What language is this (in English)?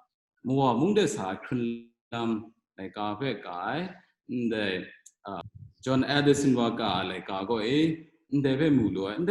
Kachin